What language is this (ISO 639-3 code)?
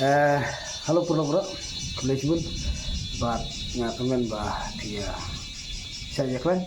kha